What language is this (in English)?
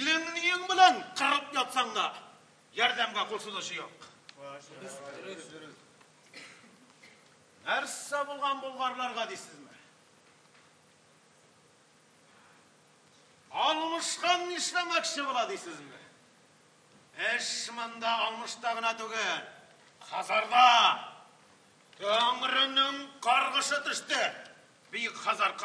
Tatar